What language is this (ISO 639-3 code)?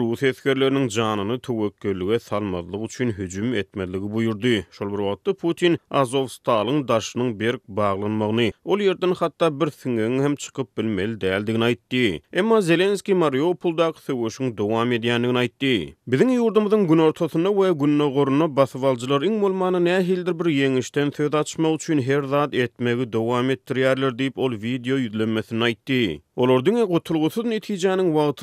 tuk